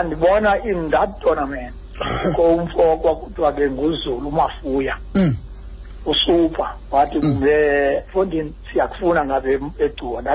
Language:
Xhosa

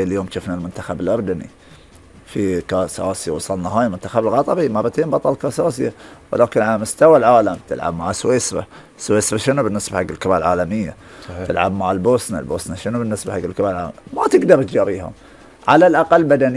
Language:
Gulf Arabic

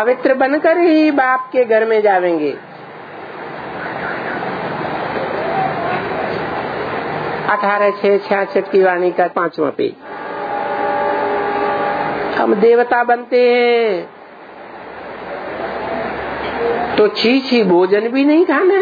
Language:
Hindi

